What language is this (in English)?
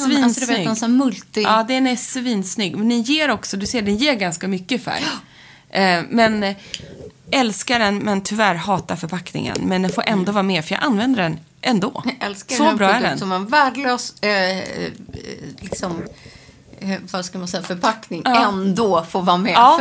Swedish